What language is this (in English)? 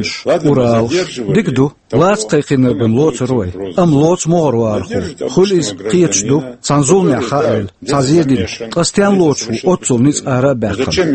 Chechen